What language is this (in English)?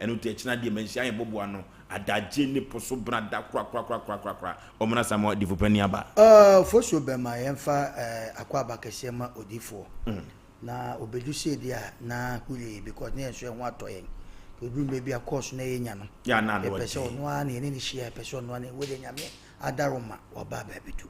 Akan